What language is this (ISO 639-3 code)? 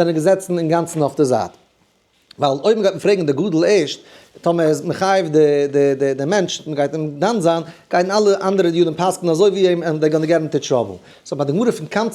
yid